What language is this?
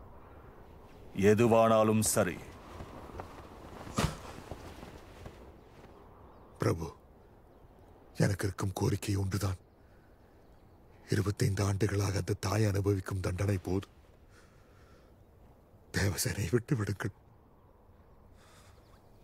Tamil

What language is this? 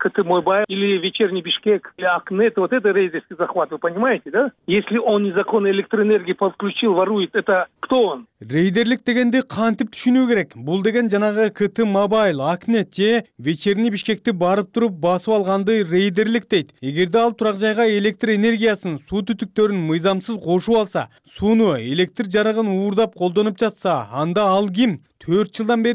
Kyrgyz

